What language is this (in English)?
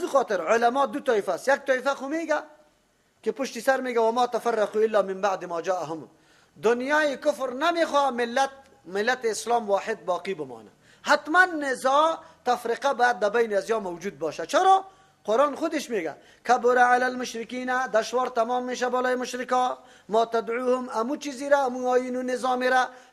Persian